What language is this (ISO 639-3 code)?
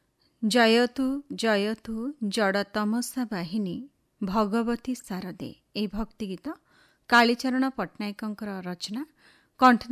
ori